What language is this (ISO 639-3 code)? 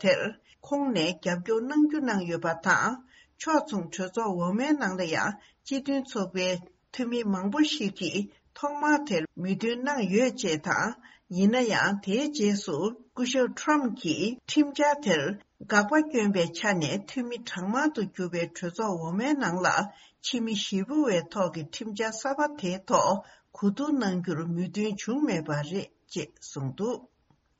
bod